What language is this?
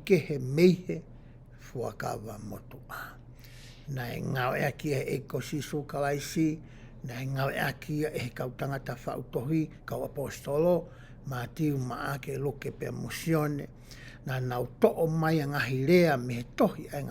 Tongan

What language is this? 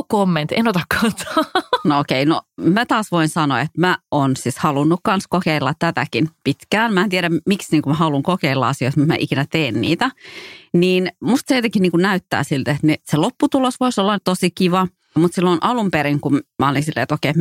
Finnish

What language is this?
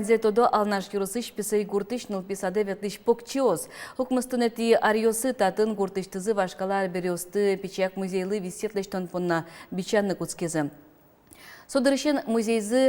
Udmurt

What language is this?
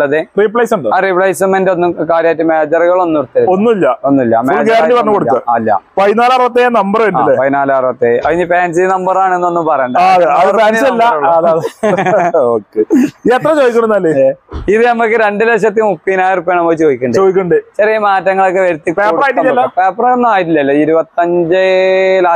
Malayalam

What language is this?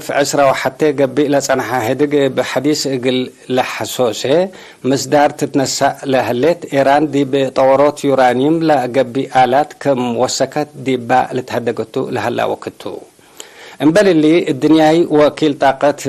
Tigre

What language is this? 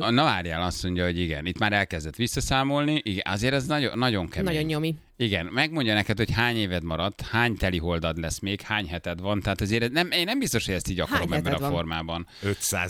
Hungarian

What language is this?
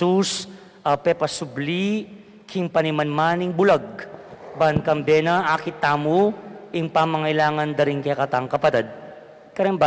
Pampanga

